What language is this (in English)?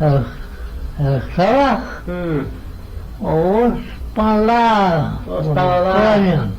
Manx